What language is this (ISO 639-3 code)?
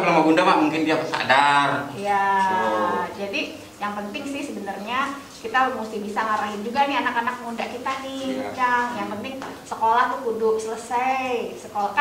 bew